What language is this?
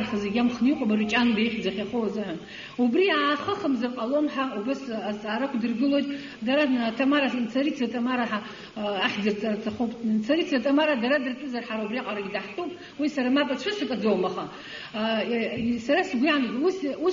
Abkhazian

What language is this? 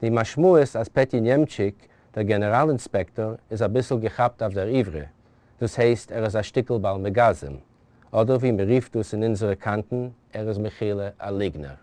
Yiddish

